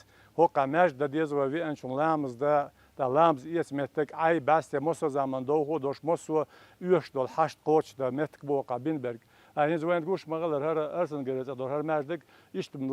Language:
Chechen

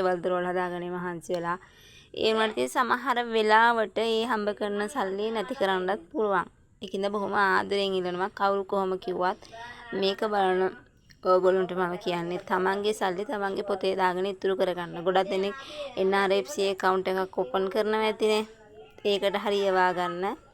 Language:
Sinhala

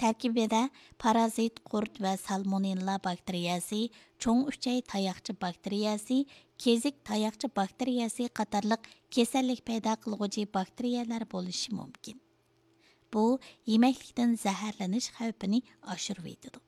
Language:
Uyghur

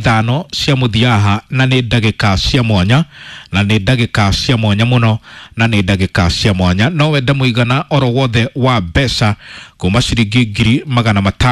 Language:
Kikuyu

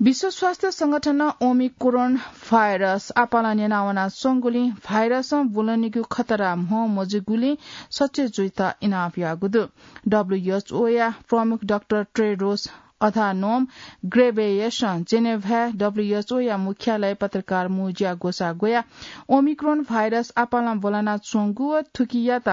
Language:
Newari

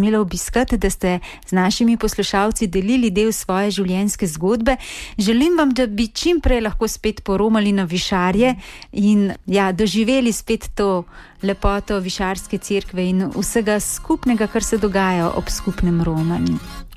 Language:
Slovenian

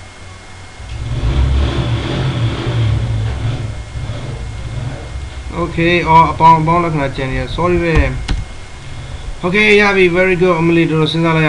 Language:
Burmese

